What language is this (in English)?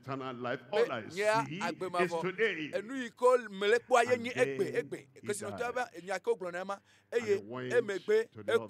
Ewe